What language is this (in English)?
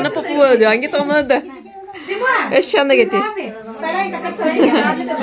Kannada